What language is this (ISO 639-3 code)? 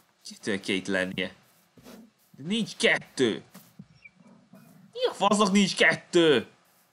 hun